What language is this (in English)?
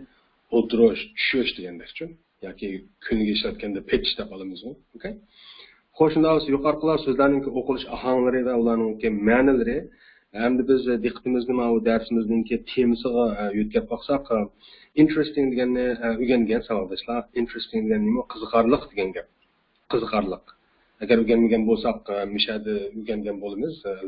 Uyghur